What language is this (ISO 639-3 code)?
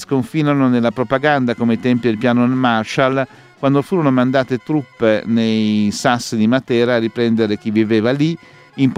ita